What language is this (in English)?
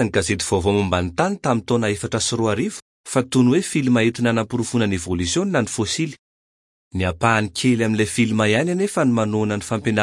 Malagasy